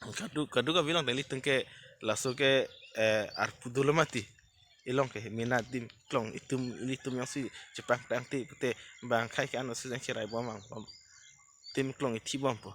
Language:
Karbi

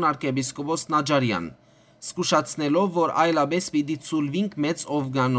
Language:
Western Armenian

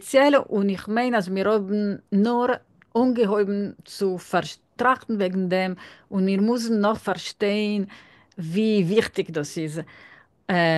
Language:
Yiddish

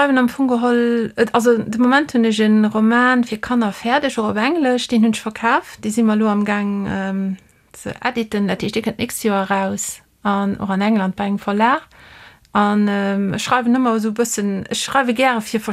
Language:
Luxembourgish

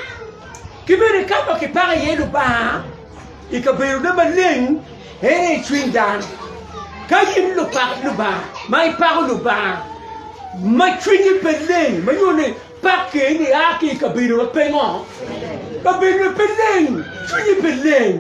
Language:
Acoli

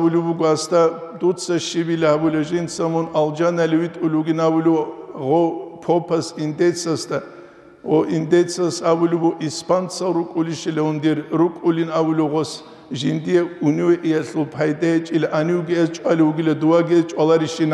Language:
Avaric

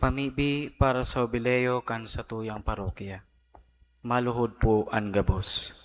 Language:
Bikol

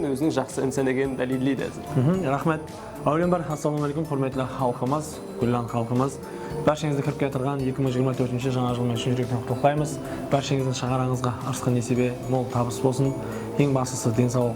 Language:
Kara-Kalpak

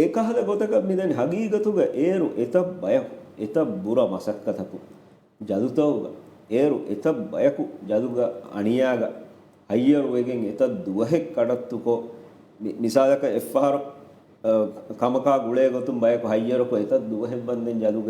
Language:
Divehi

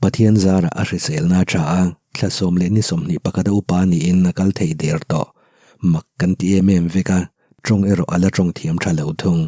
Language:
Mizo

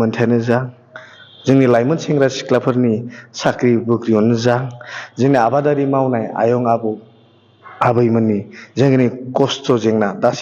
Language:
Bodo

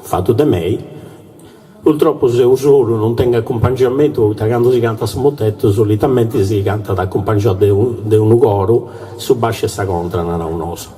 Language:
Sardinian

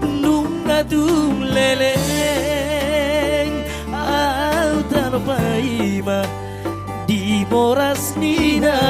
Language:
Batak Toba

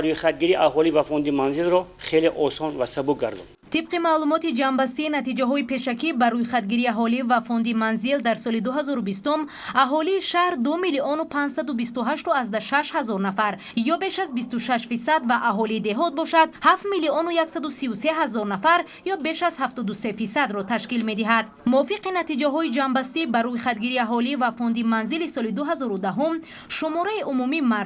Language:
Tajik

